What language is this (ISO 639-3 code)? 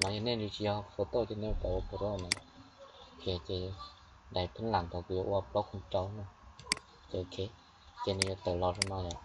hmn